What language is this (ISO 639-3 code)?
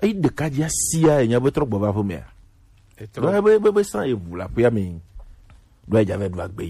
gej